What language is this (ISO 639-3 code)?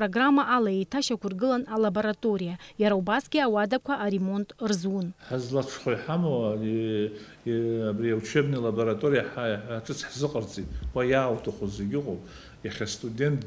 abk